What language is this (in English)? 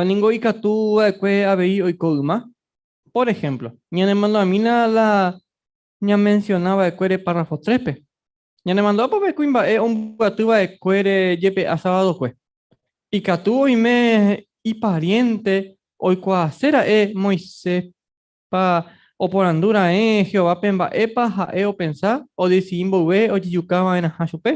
Guarani